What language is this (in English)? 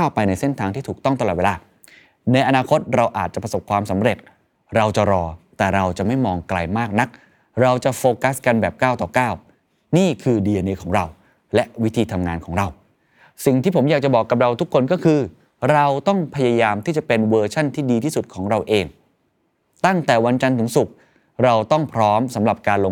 Thai